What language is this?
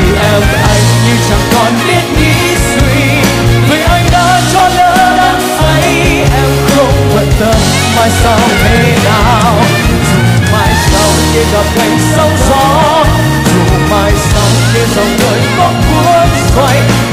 Vietnamese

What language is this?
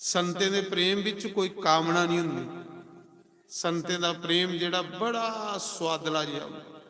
Dogri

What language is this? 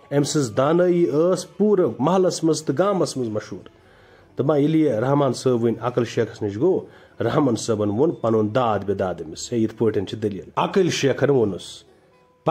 Kashmiri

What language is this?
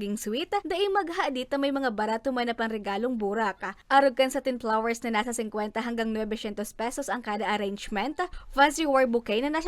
Bikol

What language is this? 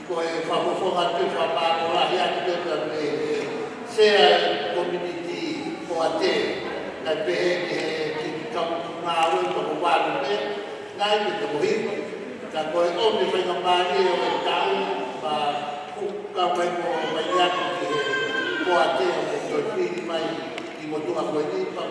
Tongan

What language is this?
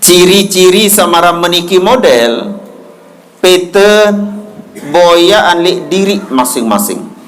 Sasak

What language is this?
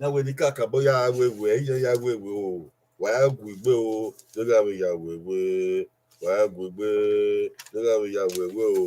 Bini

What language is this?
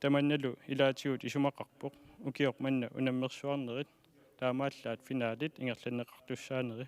Kalaallisut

